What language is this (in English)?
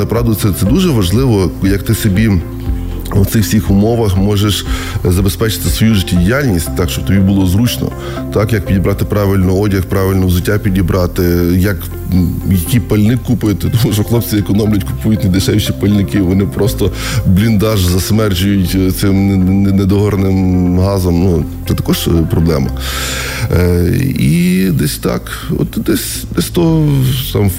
Ukrainian